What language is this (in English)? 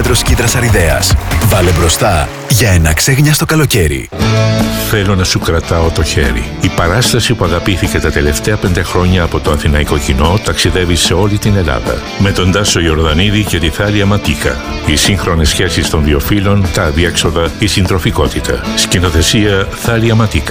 Greek